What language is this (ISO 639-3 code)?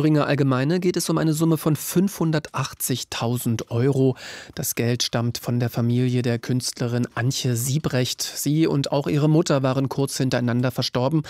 deu